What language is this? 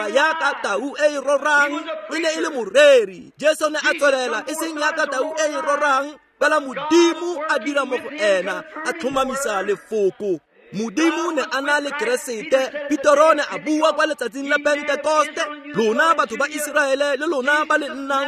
Tswana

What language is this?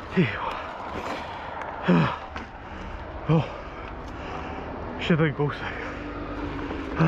Czech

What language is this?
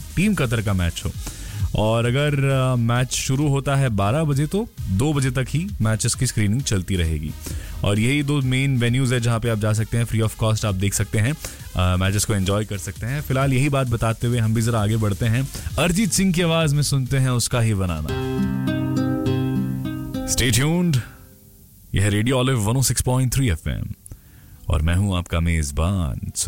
Hindi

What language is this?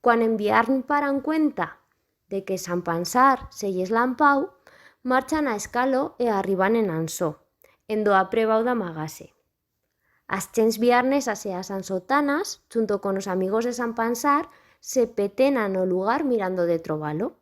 Aragonese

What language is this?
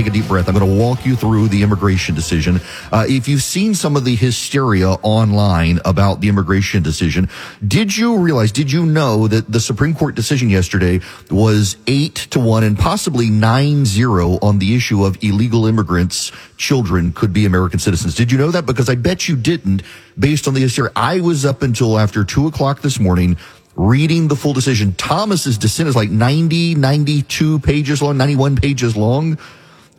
English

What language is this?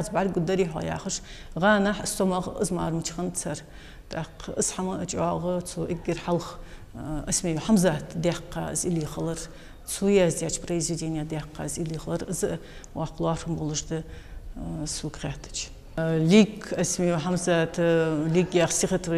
Ingush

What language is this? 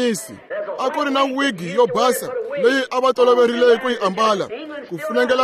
Tsonga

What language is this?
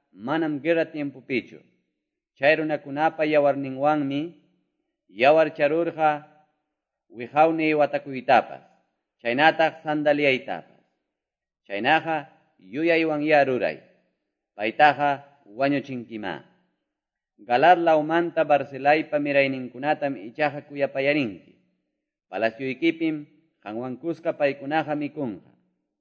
Quechua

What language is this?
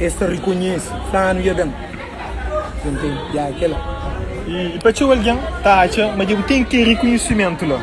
Kabuverdianu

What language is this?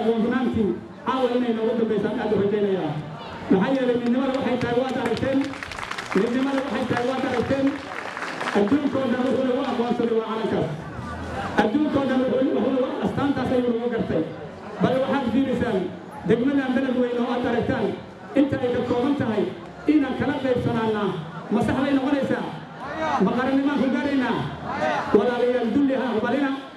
Somali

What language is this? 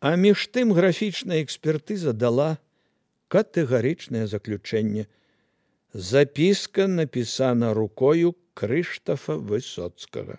Belarusian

